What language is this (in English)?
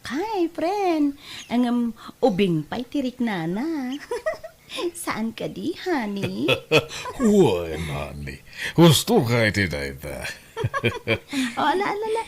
Iloko